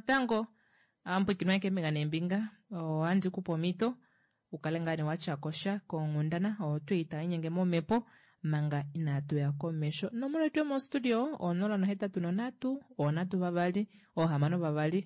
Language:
Kuanyama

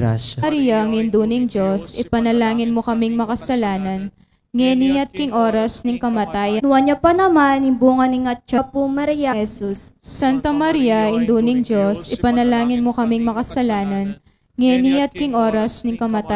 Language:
Pampanga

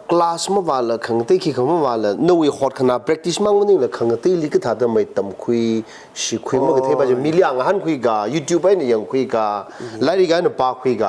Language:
Tangkhul Naga (India)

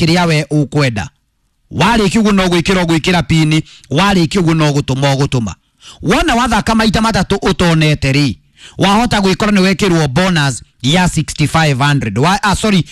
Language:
Kikuyu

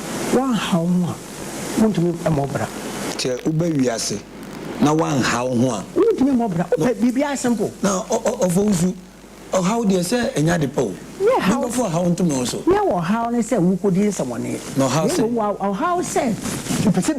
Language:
Akan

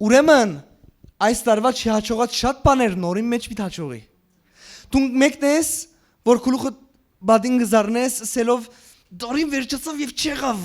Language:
Western Armenian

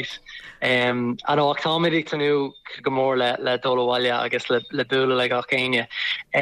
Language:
Irish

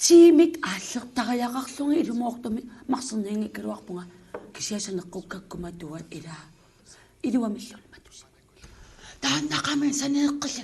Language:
Kalaallisut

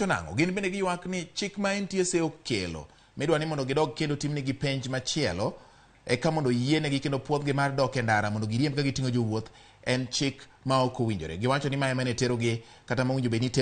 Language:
Luo (Kenya and Tanzania)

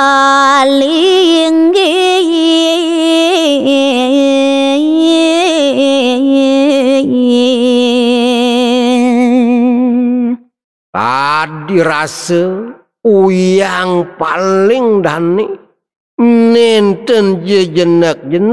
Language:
Balinese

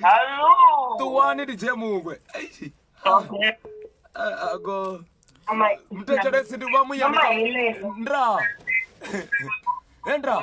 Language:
Venda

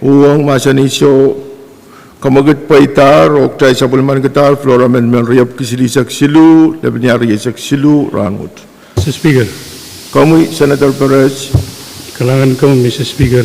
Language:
Pohnpeian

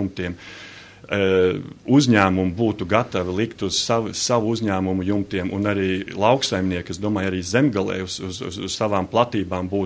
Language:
Latvian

